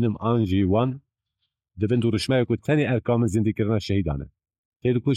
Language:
Kurdish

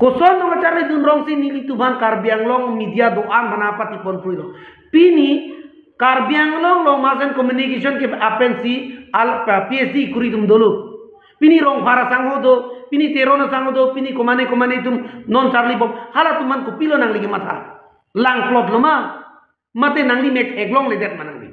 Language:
Karbi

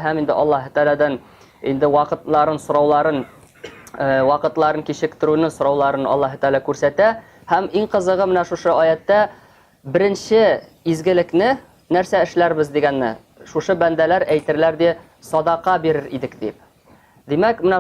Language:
Tatar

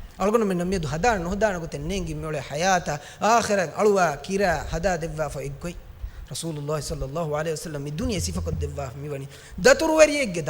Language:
Divehi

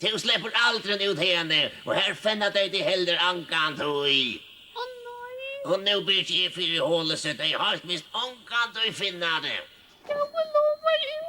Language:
Faroese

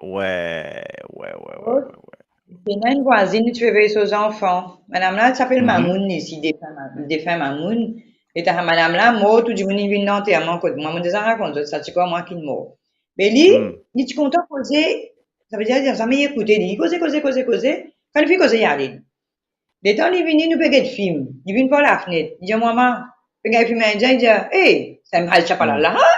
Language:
Morisyen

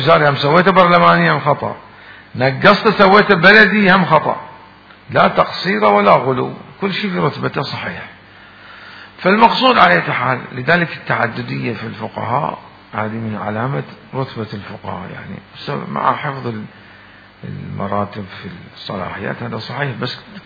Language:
Mesopotamian Arabic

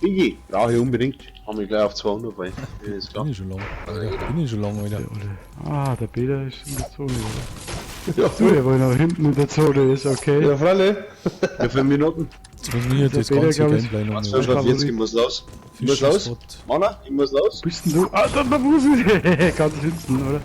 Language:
Bavarian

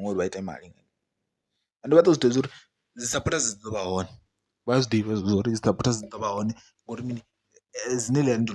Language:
Venda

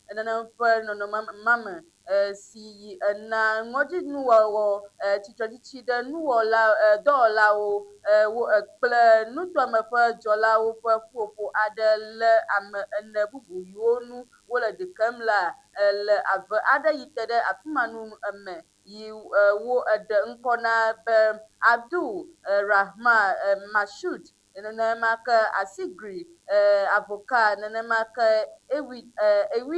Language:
Ewe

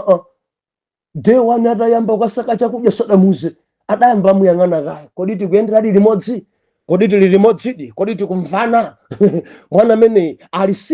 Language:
Nyanja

